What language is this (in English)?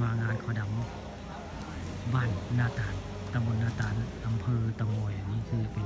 Northeastern Thai